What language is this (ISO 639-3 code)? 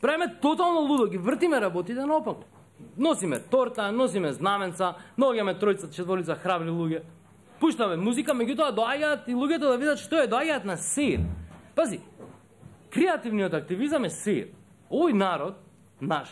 mkd